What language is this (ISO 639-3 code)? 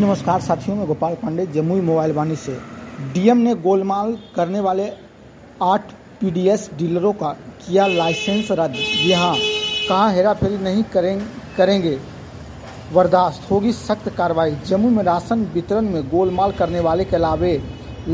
hin